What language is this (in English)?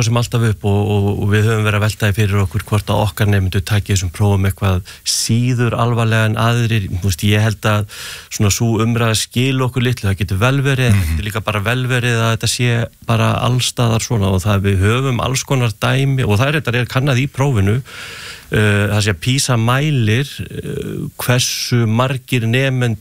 Icelandic